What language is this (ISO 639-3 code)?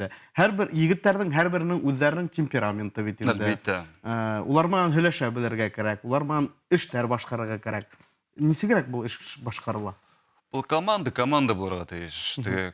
bak